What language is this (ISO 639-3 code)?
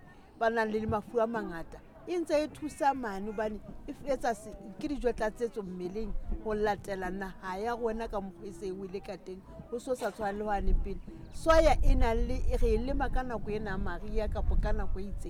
sot